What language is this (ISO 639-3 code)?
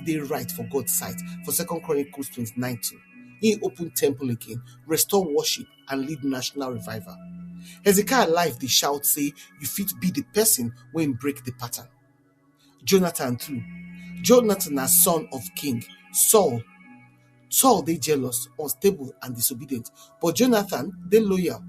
pcm